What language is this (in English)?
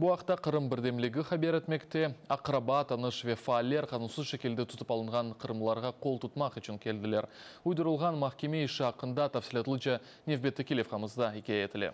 Crimean Tatar